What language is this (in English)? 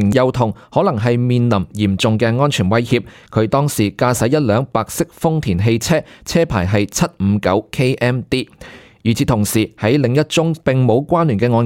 Cantonese